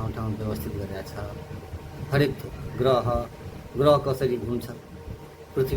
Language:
Nepali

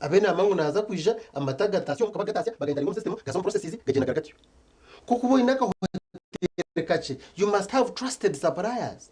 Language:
Nyankole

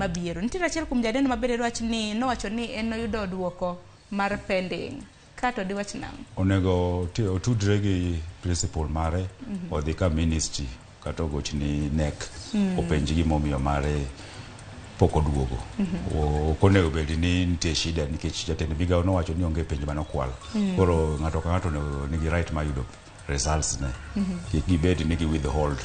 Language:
Luo (Kenya and Tanzania)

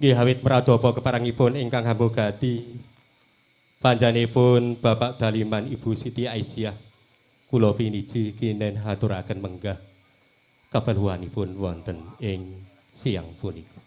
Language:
Javanese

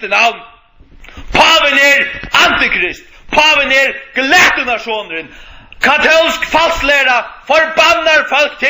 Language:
Faroese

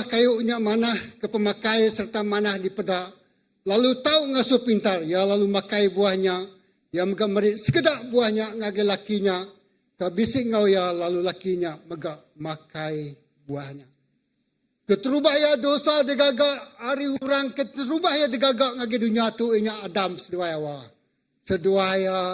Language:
Iban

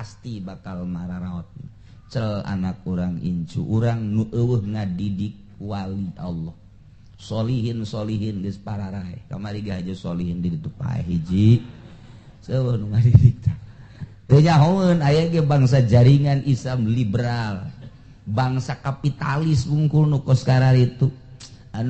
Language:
Sundanese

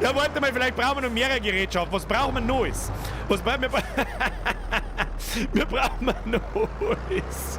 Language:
Bavarian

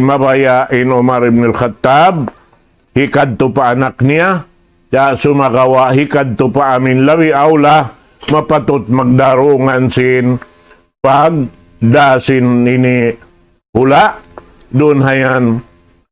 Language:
Tausug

